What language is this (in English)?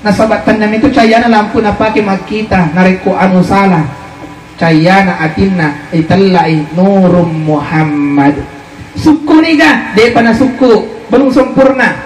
Buginese